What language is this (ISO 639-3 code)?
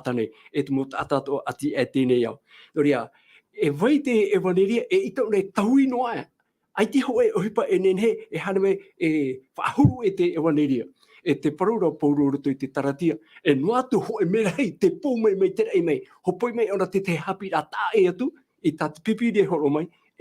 tah